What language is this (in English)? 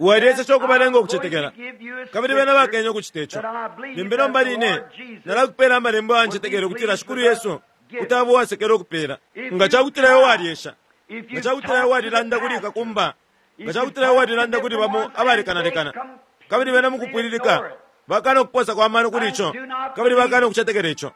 Bemba